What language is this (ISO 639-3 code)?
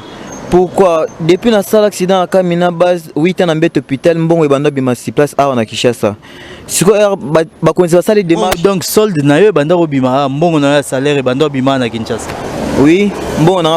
lin